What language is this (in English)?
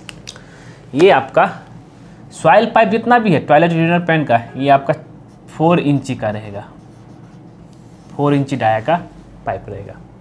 Hindi